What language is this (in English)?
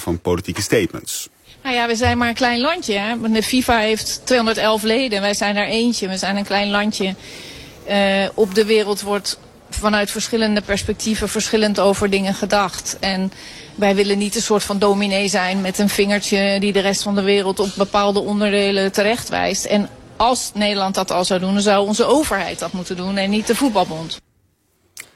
Dutch